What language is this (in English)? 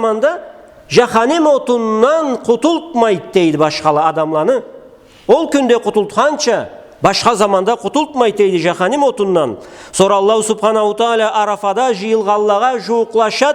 Karachay-Balkar